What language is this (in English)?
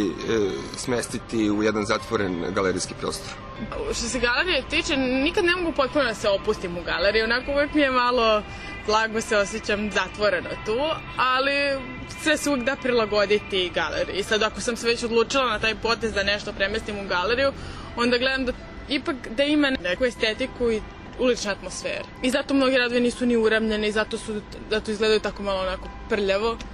Serbian